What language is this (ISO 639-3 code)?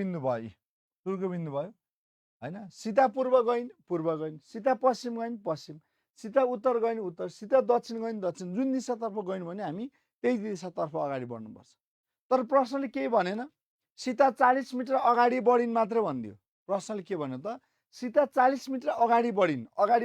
nep